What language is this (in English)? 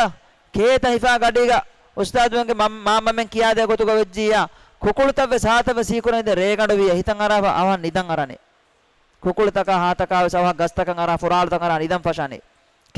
Divehi